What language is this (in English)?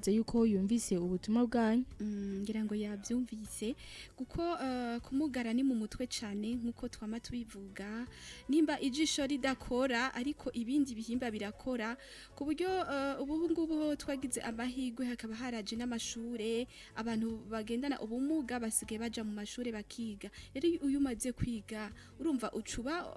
Rundi